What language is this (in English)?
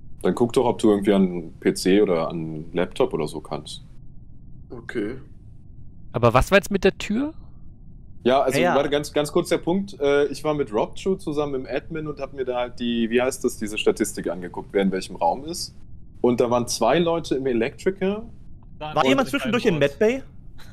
German